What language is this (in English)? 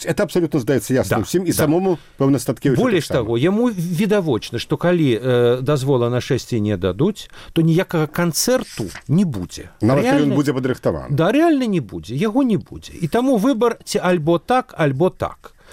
Belarusian